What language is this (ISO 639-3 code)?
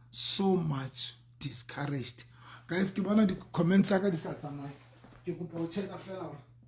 sot